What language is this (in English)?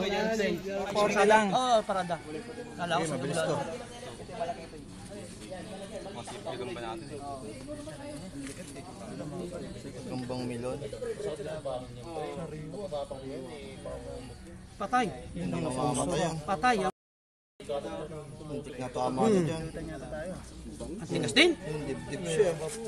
Filipino